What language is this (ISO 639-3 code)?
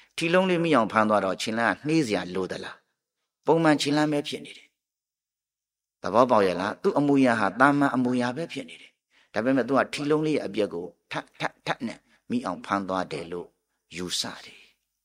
mya